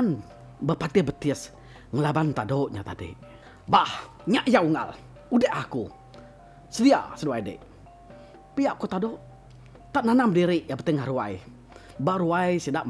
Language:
Iban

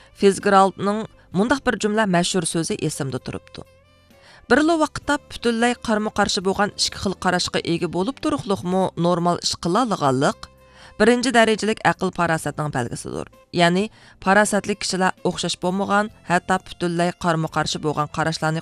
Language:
Uyghur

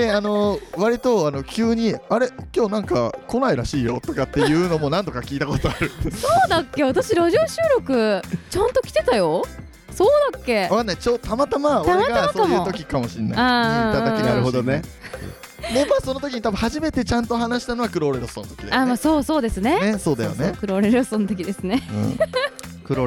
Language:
Japanese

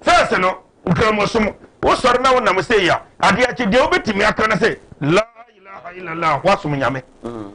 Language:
Akan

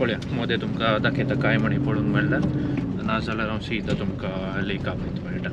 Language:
Konkani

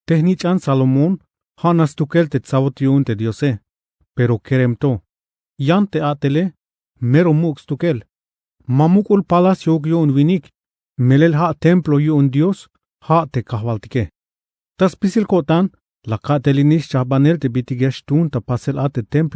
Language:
Tzeltal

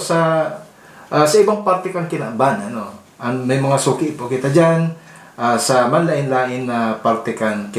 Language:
Bikol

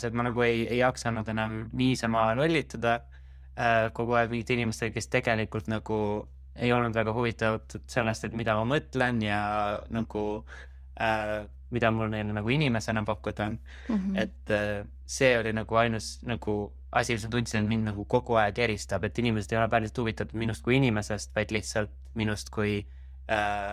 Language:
Estonian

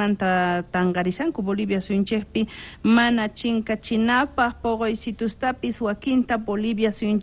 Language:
South Bolivian Quechua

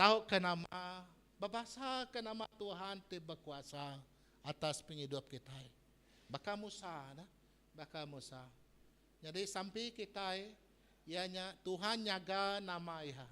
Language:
Iban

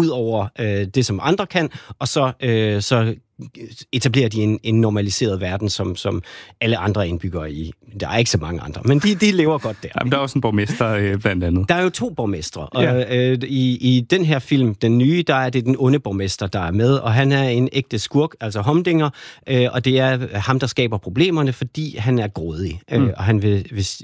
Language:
Danish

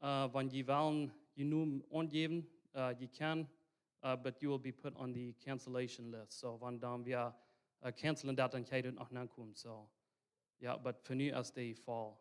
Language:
Plautdietsch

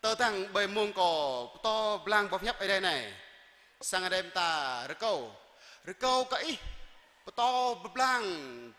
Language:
Jarai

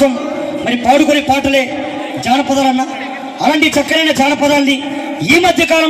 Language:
Telugu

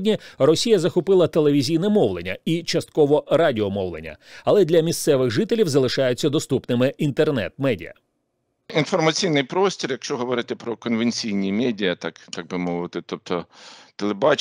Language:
Ukrainian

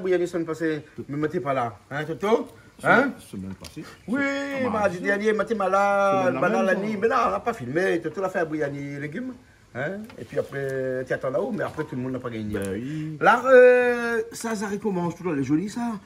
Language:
Réunion Creole French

